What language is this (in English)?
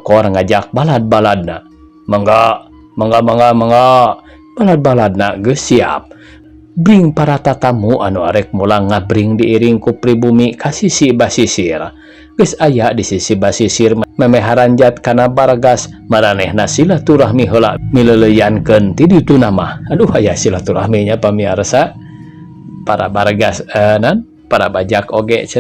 Sundanese